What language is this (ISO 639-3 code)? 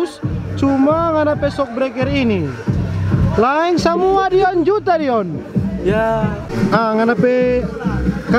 xmm